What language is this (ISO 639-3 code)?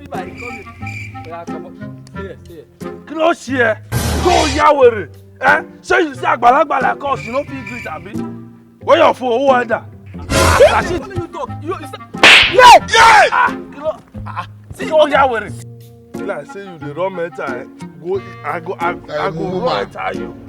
pcm